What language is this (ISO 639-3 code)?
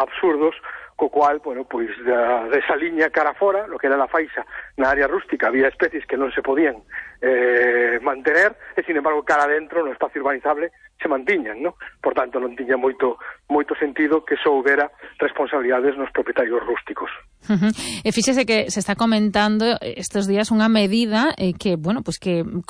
glg